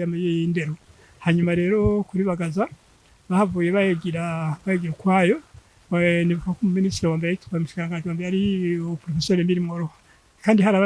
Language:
Rundi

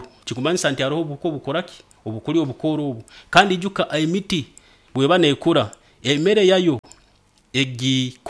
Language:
Nyoro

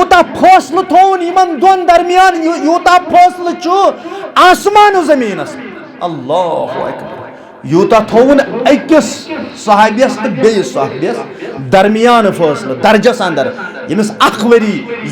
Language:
Kashmiri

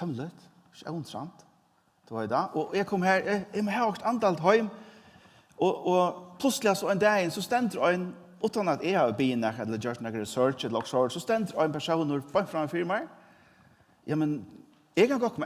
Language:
Faroese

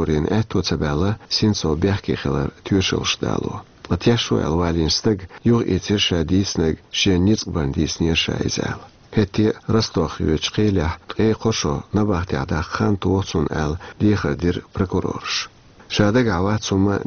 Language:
Chechen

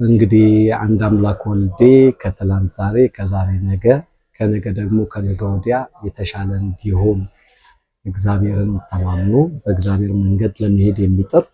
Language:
Amharic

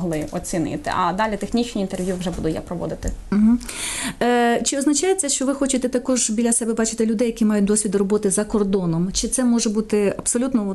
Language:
Ukrainian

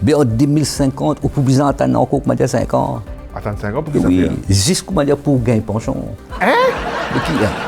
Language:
Morisyen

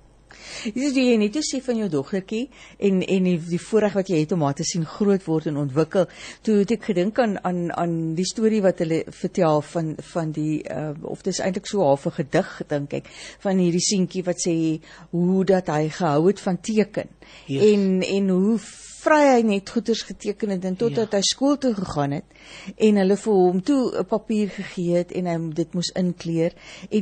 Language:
Afrikaans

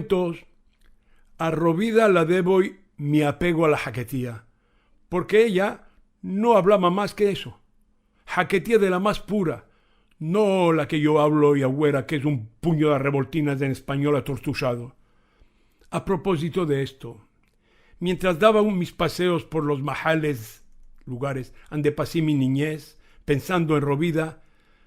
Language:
Ladino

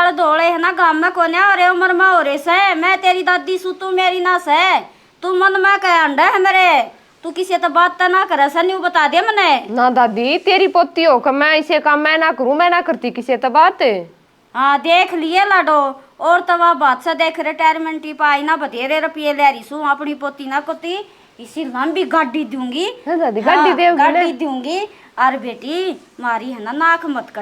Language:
Haryanvi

